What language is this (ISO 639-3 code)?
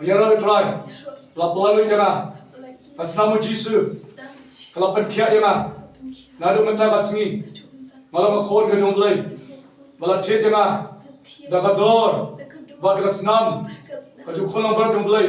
kha